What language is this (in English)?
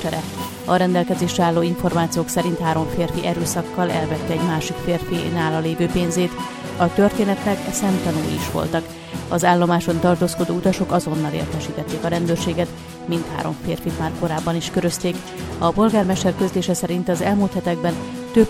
Hungarian